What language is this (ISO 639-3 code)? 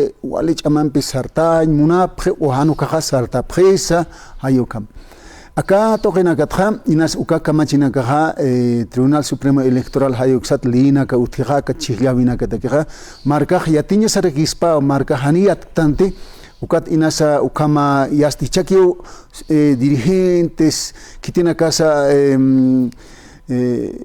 aym